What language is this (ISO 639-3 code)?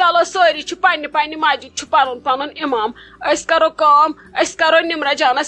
kas